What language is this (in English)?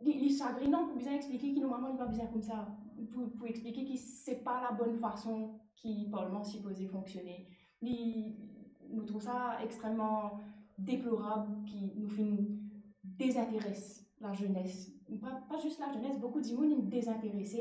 Morisyen